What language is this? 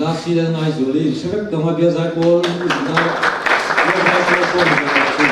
Mizo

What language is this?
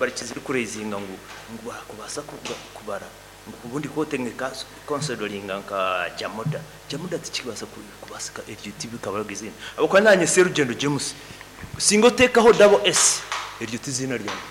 Nyankole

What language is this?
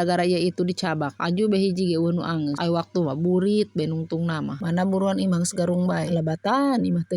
Sundanese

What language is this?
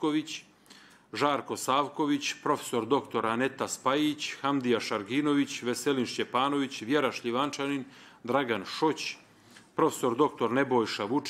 Bosnian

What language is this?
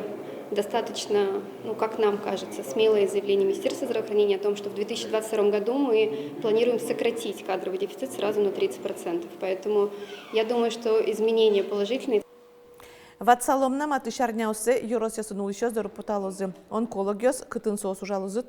Udmurt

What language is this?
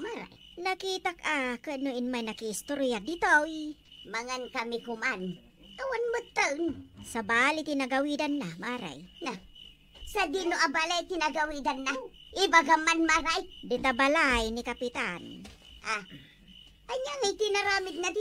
Iloko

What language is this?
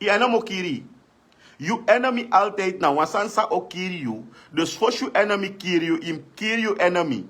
Sranan Tongo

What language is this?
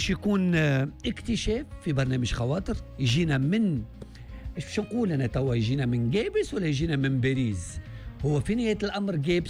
Tunisian Arabic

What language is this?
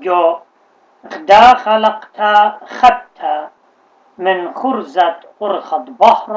Assyrian Neo-Aramaic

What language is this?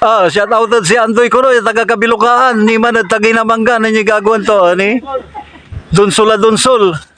Pangasinan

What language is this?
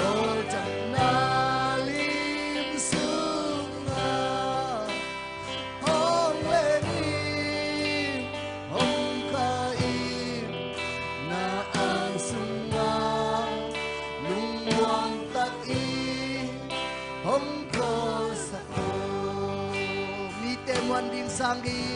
Tedim Chin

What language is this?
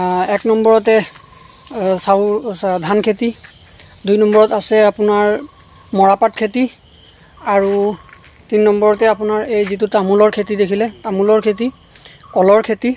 Assamese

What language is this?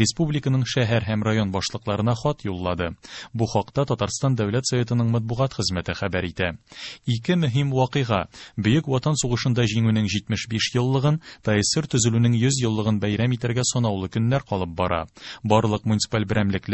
Tatar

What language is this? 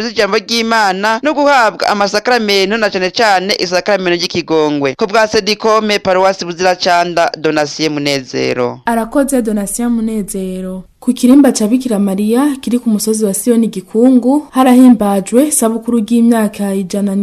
Rundi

